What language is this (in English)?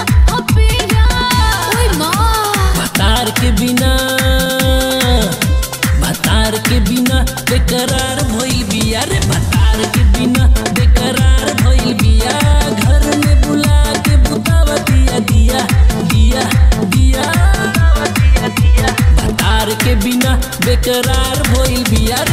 Bhojpuri